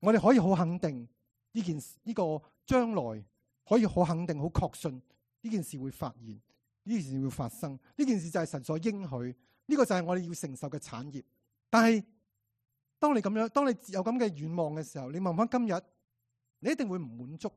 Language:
Cantonese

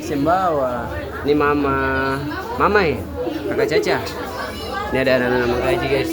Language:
Ambonese Malay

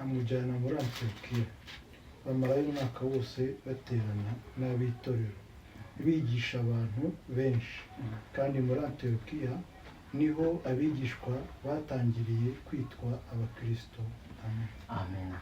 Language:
Kinyarwanda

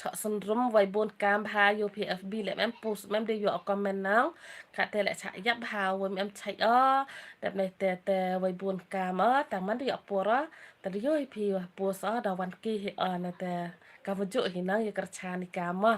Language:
Khasi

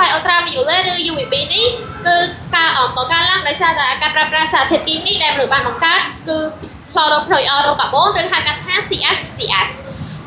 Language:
Khmer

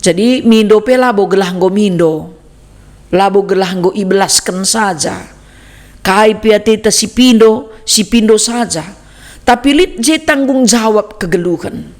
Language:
Batak Karo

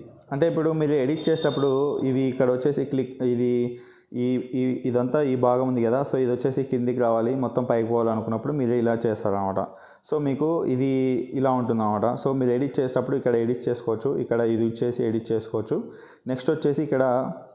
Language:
Telugu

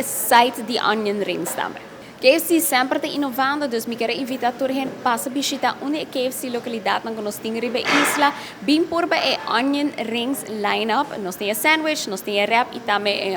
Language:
Papiamento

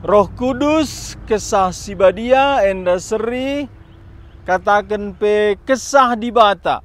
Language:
Batak Karo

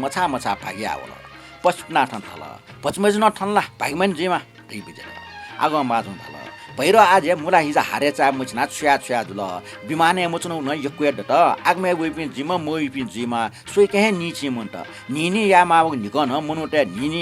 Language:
Newari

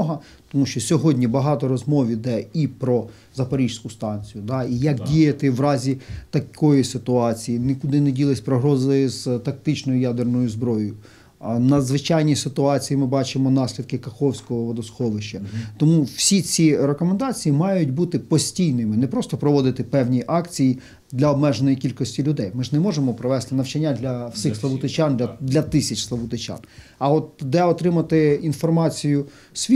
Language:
Ukrainian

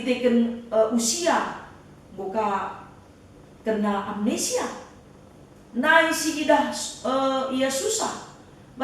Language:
Batak Karo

